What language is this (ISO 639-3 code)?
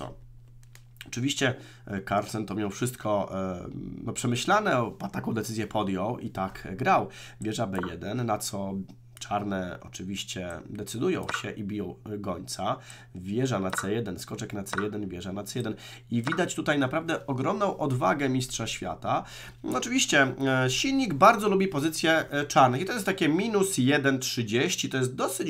pol